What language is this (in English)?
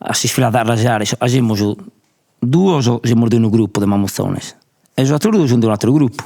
Sardinian